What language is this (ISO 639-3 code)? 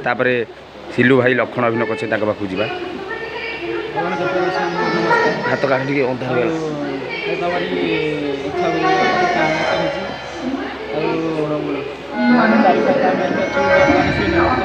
ori